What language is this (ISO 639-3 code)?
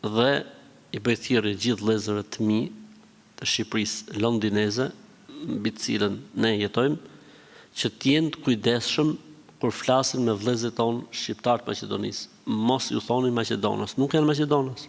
sqi